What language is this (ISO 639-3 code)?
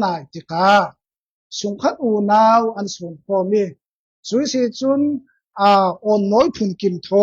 cfm